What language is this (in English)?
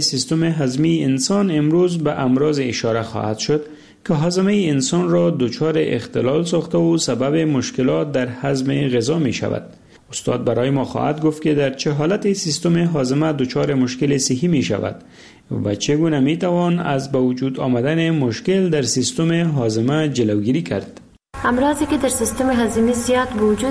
Persian